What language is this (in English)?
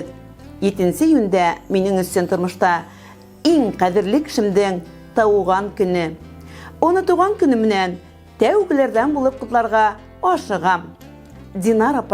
Bashkir